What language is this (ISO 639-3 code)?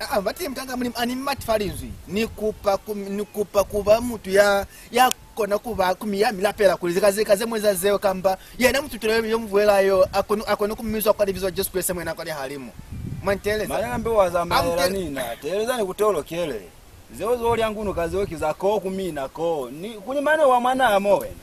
loz